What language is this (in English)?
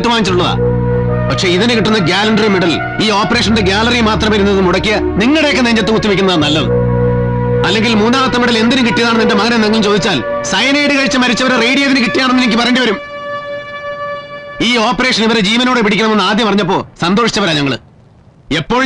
Malayalam